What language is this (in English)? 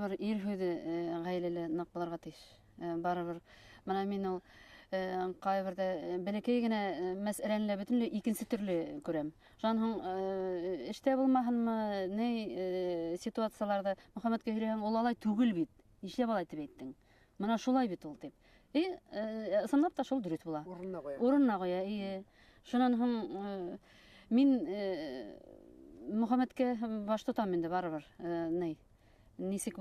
Bashkir